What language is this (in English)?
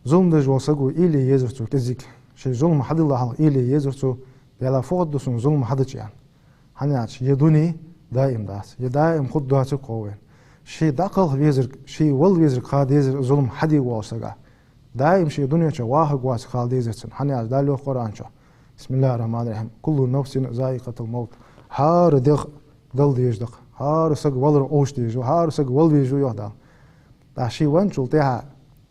Ingush